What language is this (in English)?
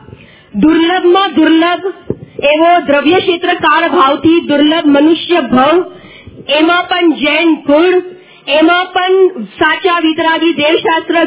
Gujarati